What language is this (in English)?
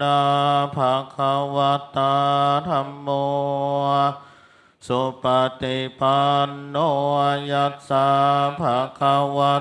Pali